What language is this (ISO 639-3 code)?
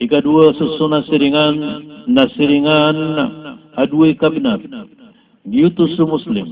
mrw